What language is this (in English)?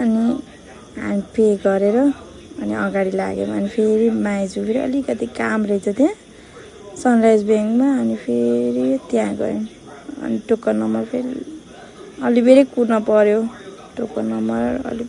Nepali